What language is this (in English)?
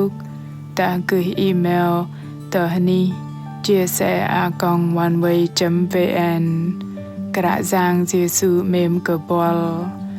Bahnar